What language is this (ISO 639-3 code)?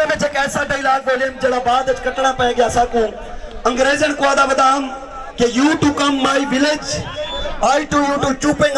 skr